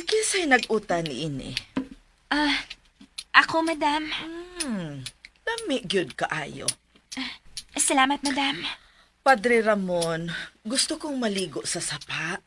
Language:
Cebuano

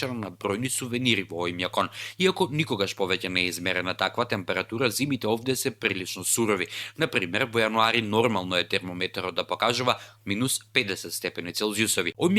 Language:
Macedonian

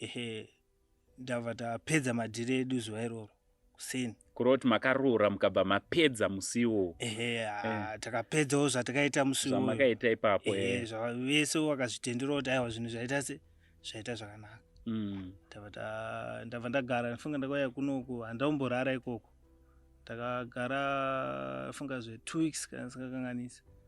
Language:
Shona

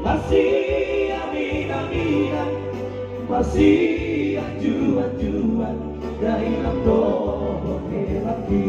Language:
Batak Toba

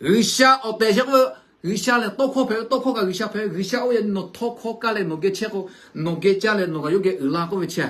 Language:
Lahu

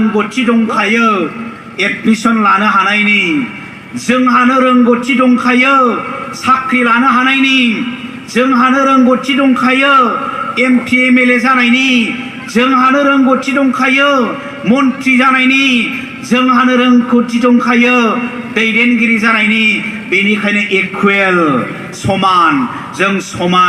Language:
Bodo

